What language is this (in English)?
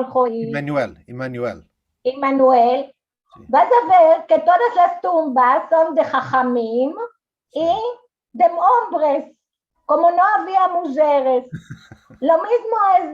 Ladino